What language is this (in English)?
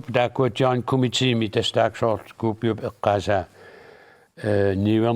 Kalaallisut